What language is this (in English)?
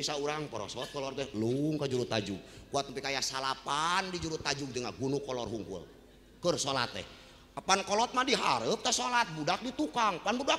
Sundanese